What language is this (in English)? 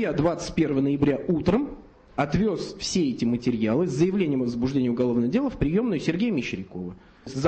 Russian